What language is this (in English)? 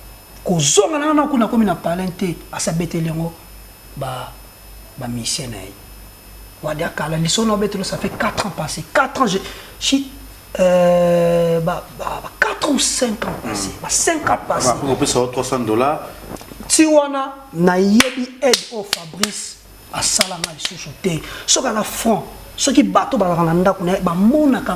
Lingala